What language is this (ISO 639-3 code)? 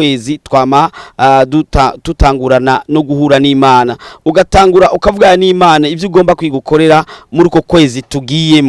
run